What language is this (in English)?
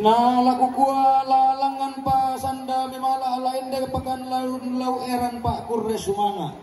Toraja-Sa'dan